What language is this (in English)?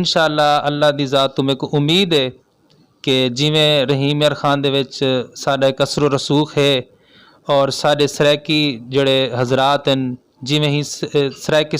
Saraiki